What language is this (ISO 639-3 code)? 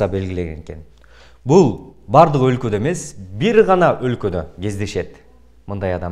kir